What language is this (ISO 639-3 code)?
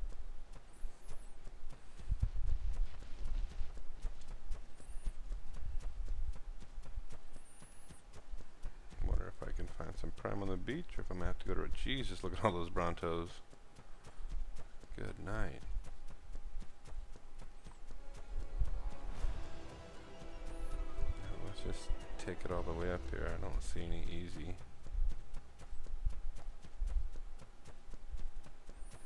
eng